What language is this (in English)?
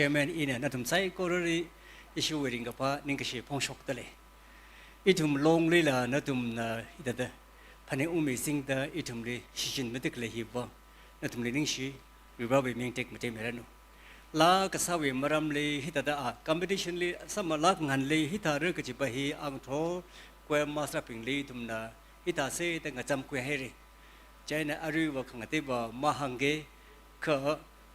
Tangkhul Naga (India)